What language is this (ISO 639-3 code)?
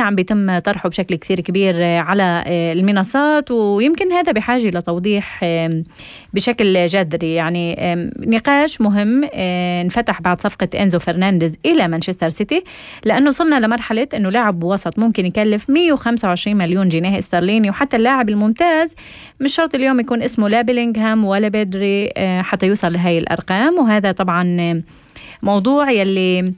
apc